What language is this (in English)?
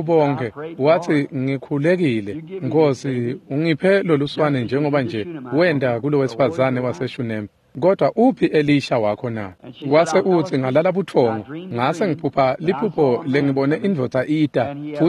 Swati